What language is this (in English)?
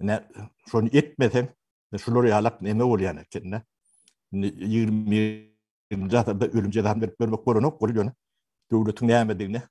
Turkmen